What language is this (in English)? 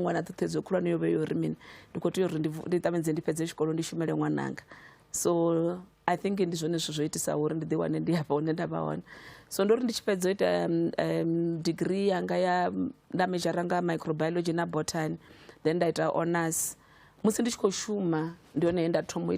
Venda